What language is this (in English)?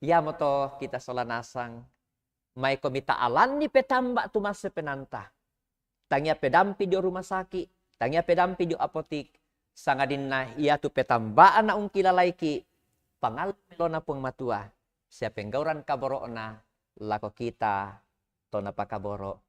Toraja-Sa'dan